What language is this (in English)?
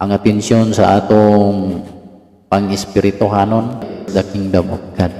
Cebuano